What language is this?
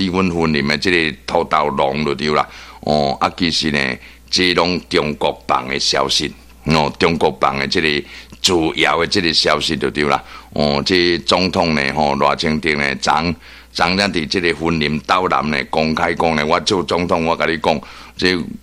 Min Nan Chinese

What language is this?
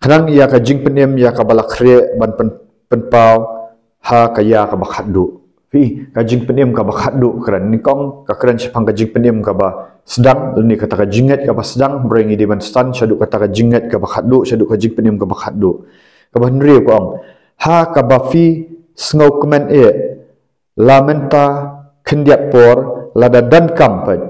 Khasi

